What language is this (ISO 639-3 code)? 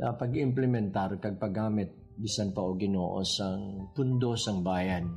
hil